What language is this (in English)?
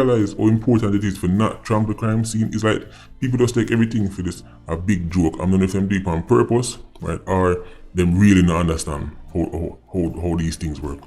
Jamaican Creole English